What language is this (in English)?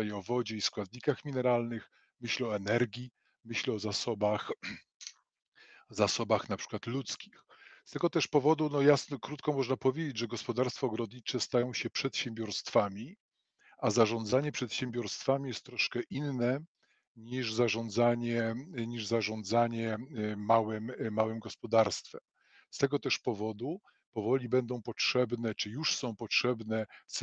Polish